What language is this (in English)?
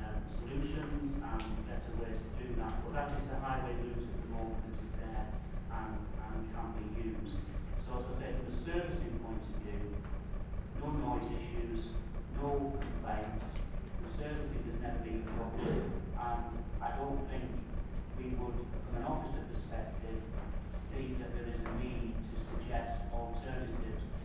English